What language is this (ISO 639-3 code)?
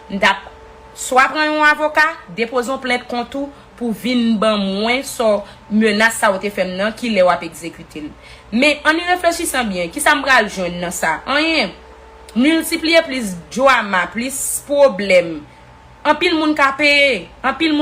hat